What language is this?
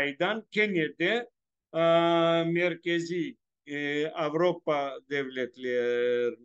Crimean Tatar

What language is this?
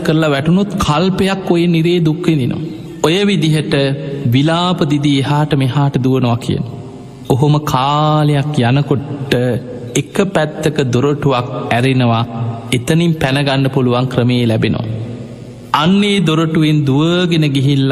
Sinhala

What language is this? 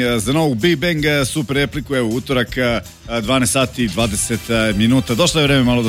Serbian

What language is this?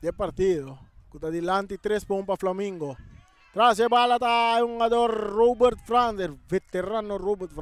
Papiamento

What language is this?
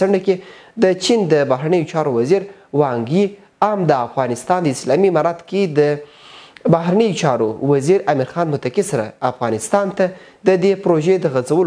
Pashto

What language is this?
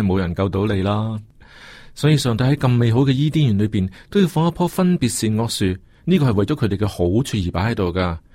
Cantonese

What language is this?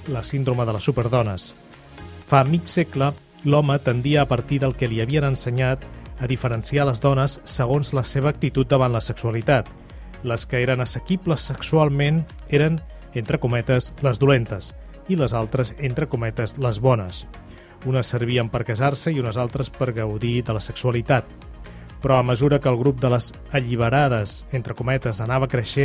Catalan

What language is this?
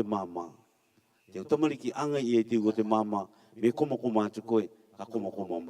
Rarotongan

